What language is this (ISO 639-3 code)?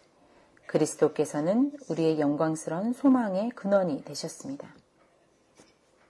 kor